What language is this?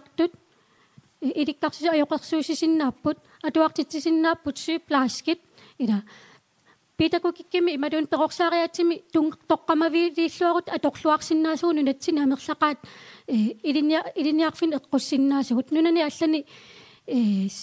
Kalaallisut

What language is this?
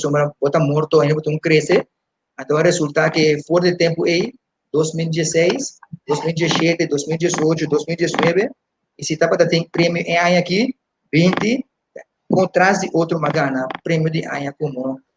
Papiamento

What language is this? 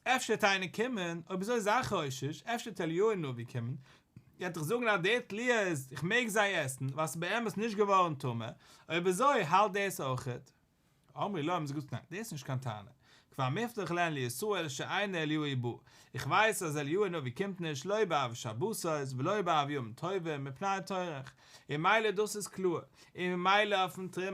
Yiddish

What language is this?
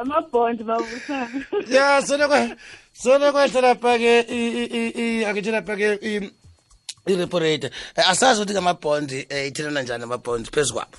South Ndebele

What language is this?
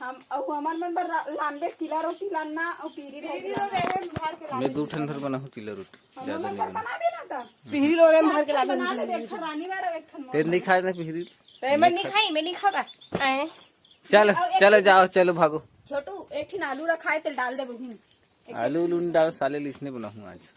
Chhattisgarhi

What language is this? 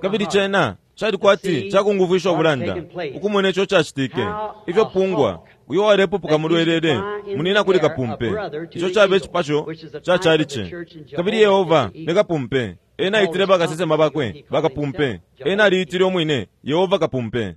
Bemba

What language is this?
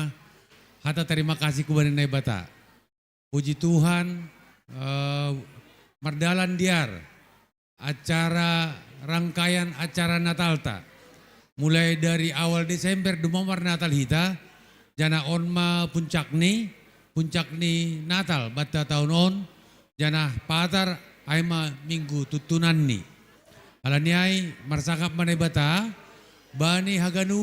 Batak Simalungun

